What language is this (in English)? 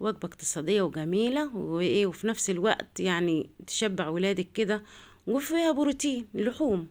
Egyptian Arabic